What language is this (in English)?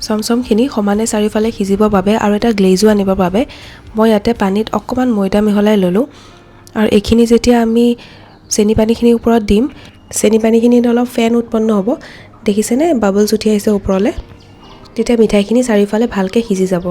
Assamese